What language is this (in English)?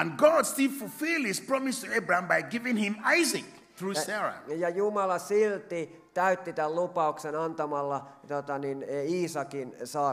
Finnish